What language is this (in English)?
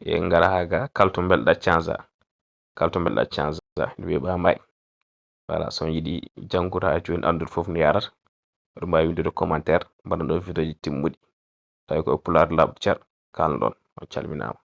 Fula